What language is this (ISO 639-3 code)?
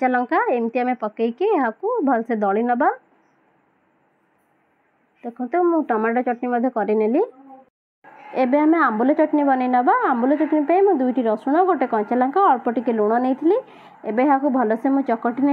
ori